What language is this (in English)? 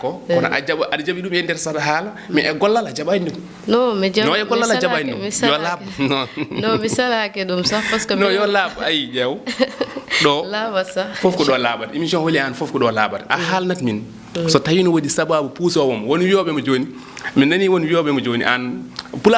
Fula